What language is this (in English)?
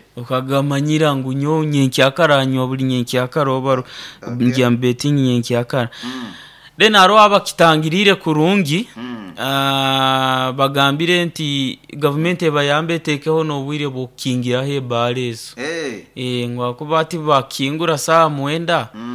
Nyoro